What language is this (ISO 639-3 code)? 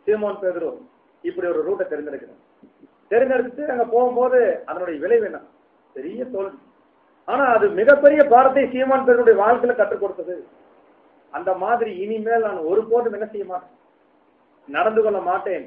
tam